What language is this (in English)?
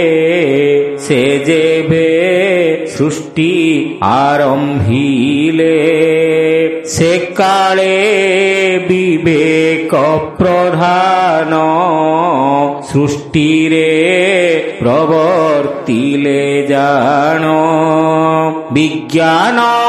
Odia